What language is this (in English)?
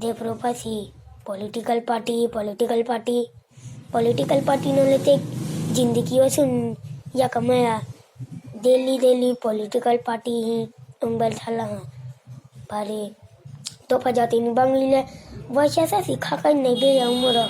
Kok Borok